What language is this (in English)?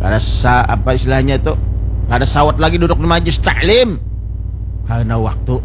Banjar